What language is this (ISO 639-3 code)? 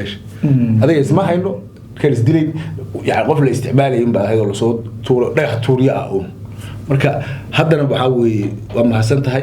som